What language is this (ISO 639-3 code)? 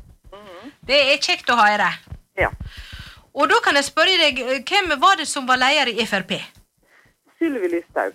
nor